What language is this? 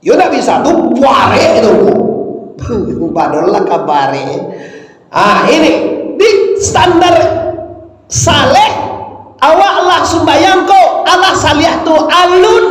Minangkabau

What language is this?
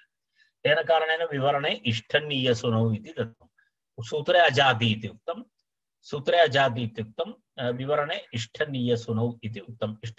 Sanskrit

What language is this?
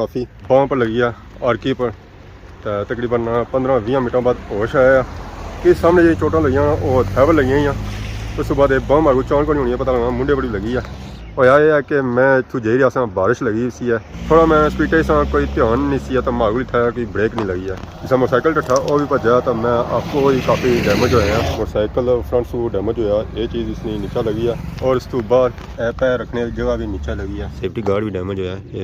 Pahari-Potwari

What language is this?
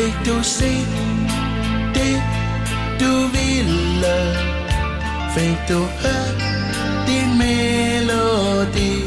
Danish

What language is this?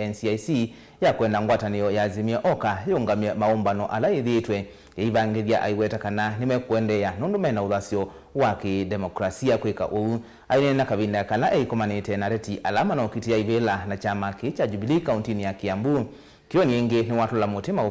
Kamba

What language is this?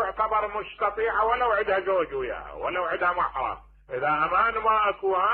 Mesopotamian Arabic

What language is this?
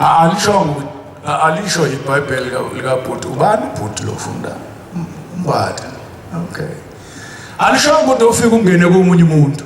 Zulu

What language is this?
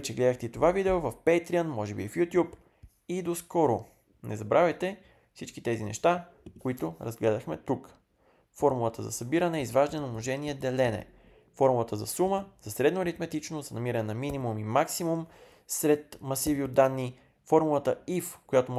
Bulgarian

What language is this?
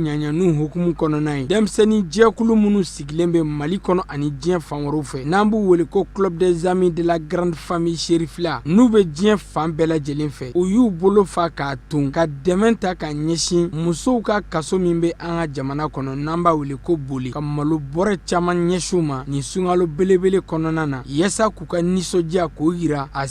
Bambara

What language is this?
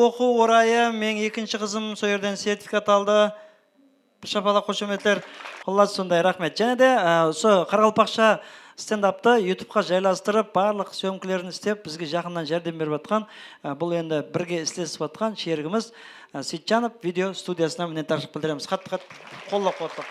Kara-Kalpak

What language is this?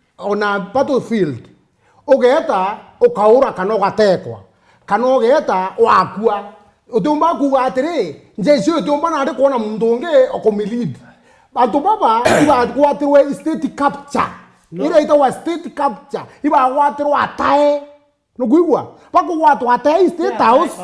Meru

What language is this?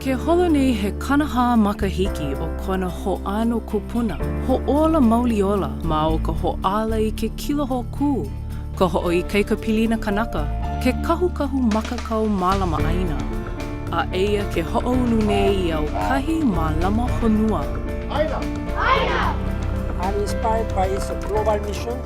Hawaiian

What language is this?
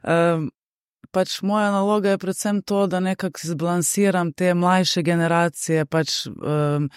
Slovenian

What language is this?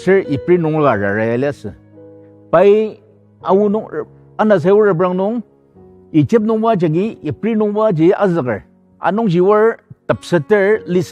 Ao Naga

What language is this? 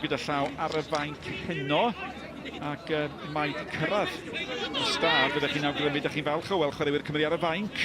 Welsh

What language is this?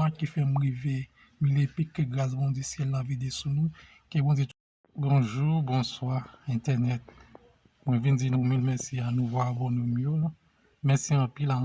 Haitian Creole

